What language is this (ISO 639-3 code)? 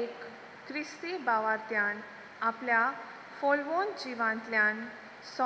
kok